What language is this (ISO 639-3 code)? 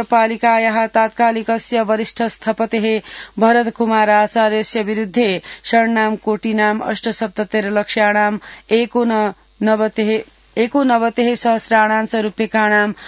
san